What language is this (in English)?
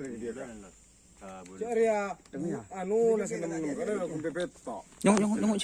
Madurese